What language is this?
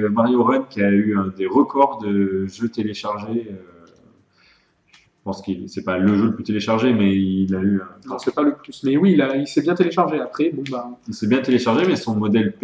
French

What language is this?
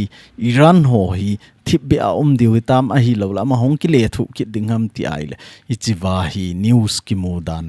Thado Chin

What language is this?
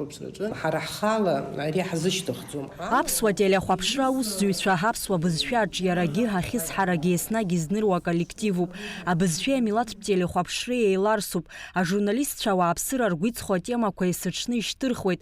Abkhazian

